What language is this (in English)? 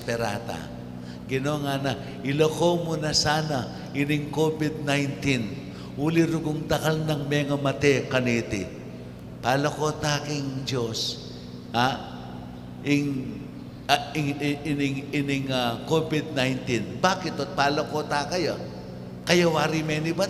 Pampanga